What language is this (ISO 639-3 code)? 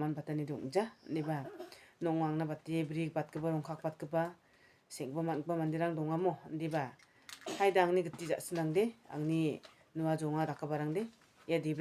grt